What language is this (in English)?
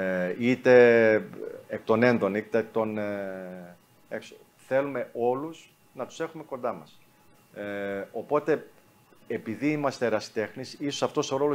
Greek